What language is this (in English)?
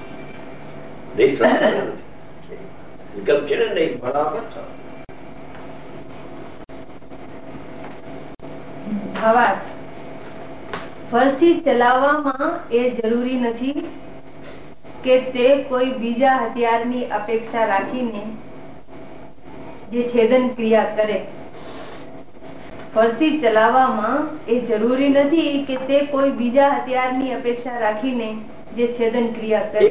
Gujarati